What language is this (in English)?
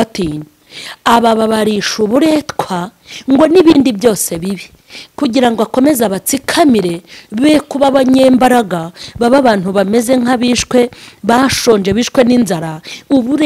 Kinyarwanda